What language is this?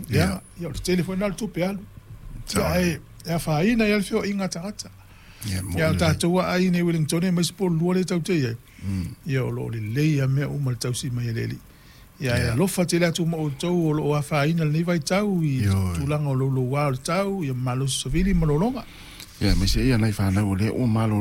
Samoan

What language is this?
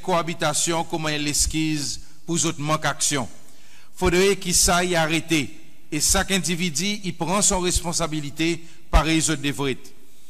Seselwa Creole French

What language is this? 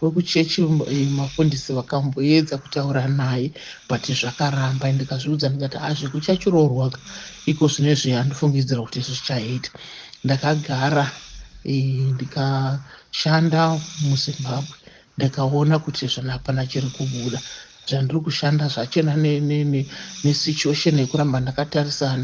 Shona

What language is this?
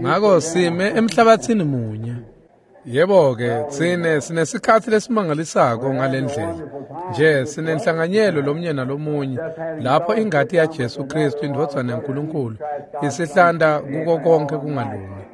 Swati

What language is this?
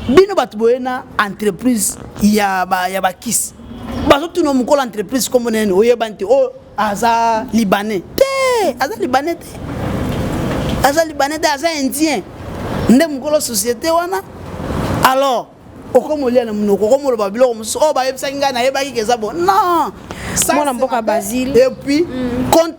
Lingala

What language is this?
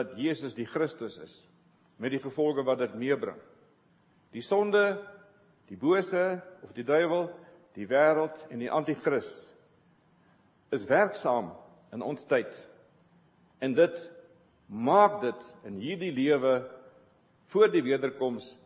Afrikaans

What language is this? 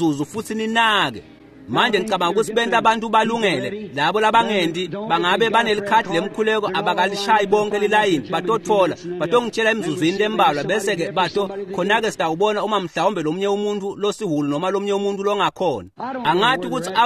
Swati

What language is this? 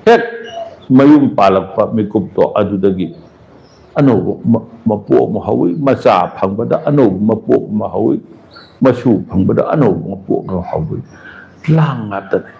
Manipuri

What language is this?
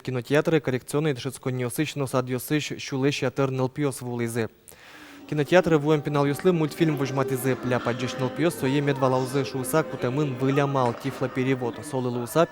Udmurt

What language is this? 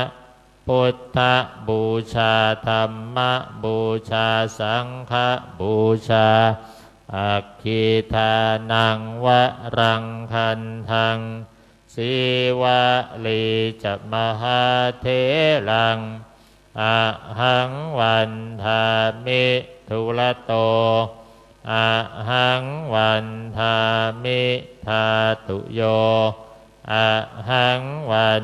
Pali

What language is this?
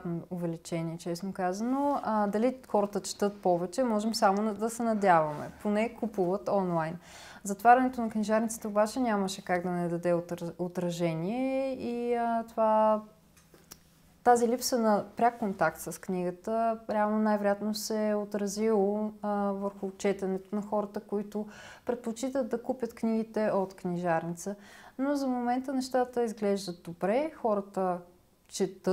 Bulgarian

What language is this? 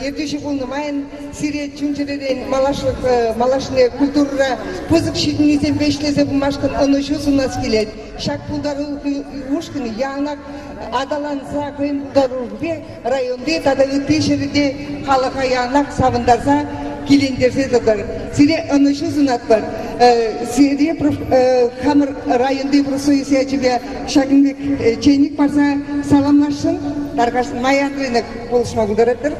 Chuvash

